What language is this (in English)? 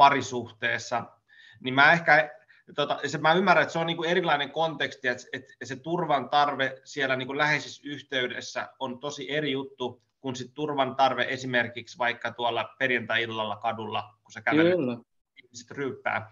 Finnish